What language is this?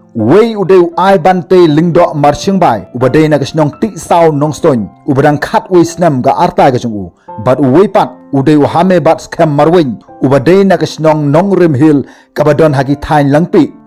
Khasi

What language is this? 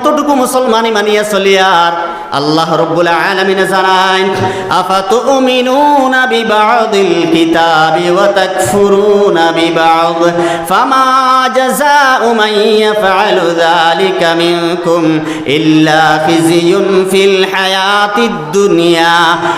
Sylheti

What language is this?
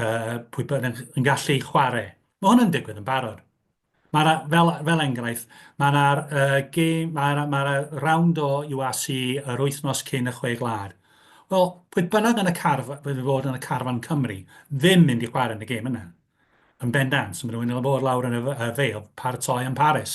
Welsh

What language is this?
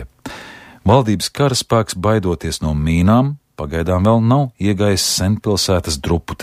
Latvian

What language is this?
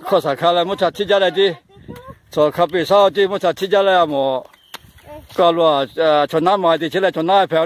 Lahu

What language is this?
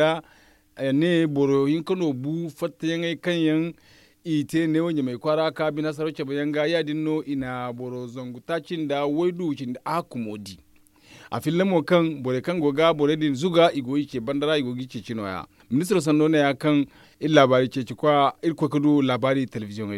Zarma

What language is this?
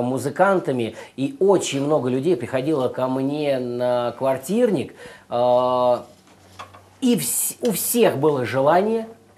Russian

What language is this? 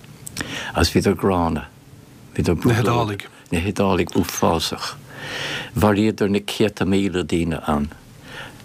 Irish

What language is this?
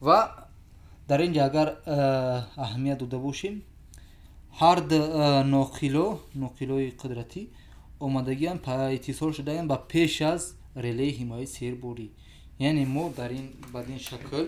Tajik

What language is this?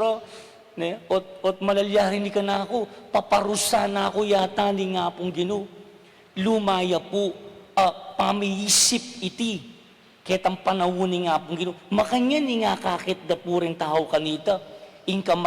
Pampanga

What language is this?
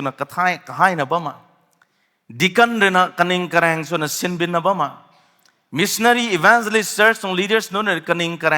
Rongmei Naga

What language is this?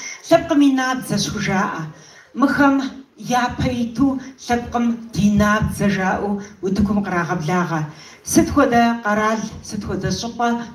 Kabardian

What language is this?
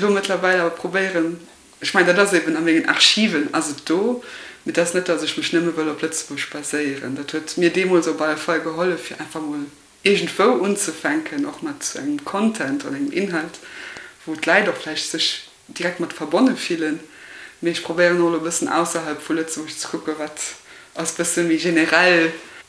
Luxembourgish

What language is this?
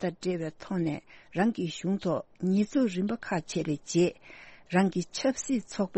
Tibetan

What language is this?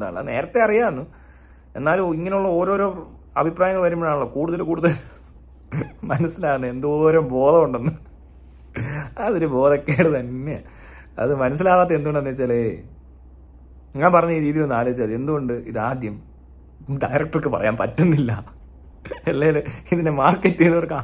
Malayalam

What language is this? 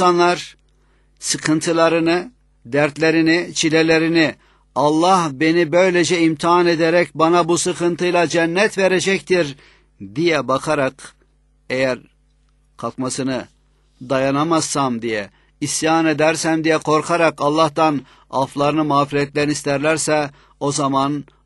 Turkish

